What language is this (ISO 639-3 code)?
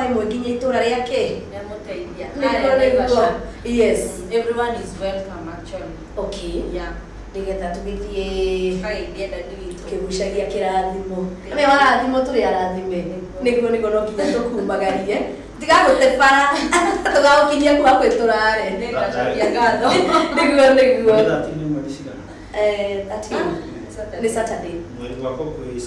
kik